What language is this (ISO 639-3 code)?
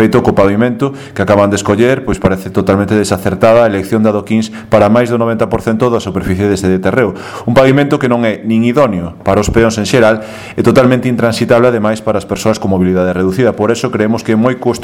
glg